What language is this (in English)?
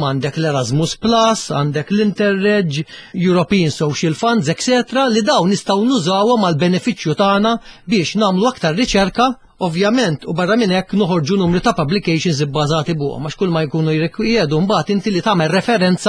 Maltese